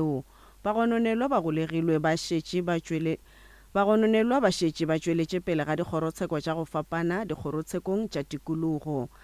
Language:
Northern Sotho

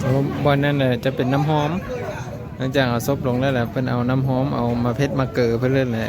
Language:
Lao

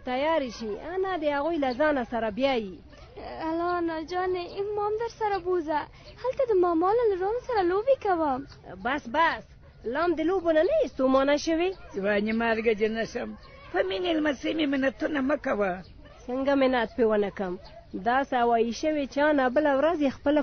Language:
Pashto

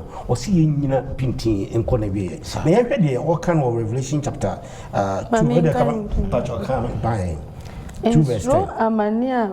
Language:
Akan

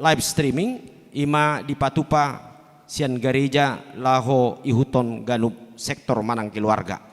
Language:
Batak Toba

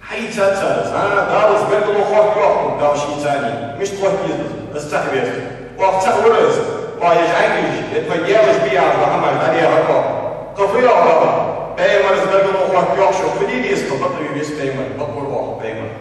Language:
Ingush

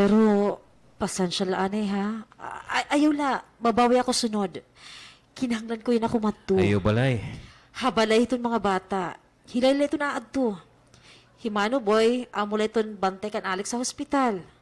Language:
Waray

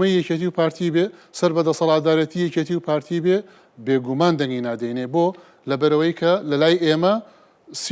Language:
Central Kurdish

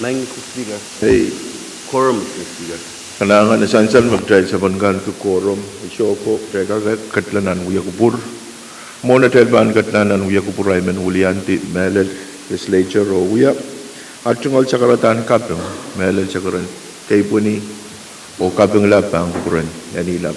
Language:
Pohnpeian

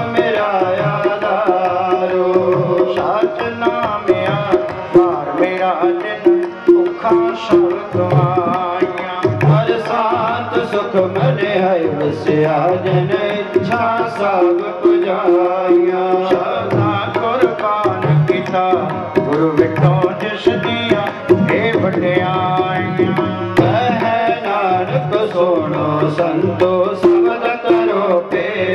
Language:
Punjabi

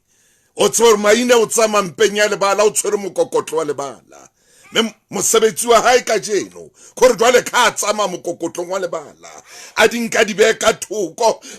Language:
Southern Sotho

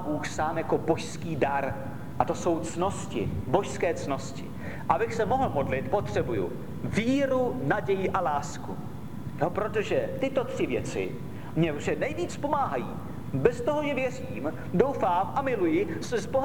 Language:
Czech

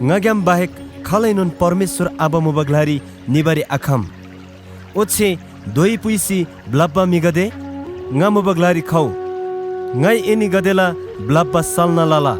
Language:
Eastern Tamang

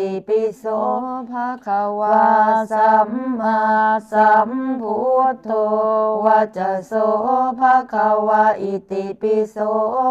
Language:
Pali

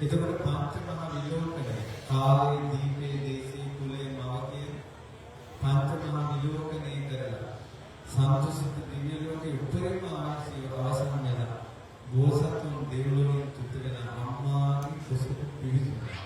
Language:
Sinhala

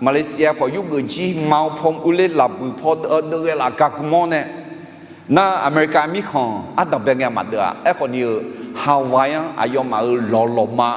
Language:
Akha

